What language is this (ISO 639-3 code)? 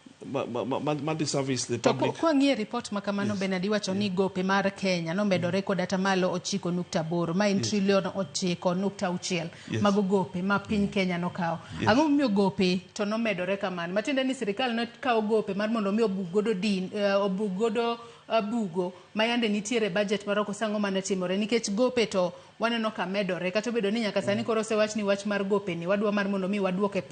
luo